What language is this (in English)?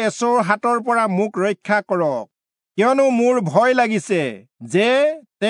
Assamese